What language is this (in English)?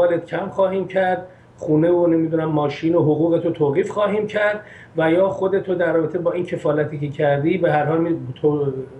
Persian